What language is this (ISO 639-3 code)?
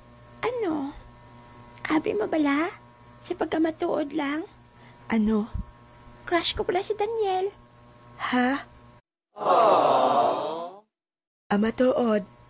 hil